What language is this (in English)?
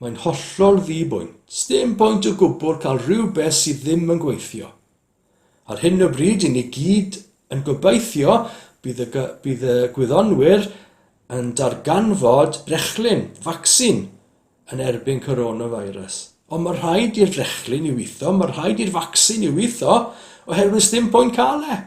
Welsh